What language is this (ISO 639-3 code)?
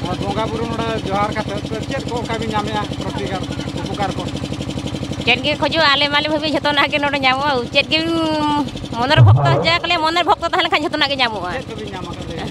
sat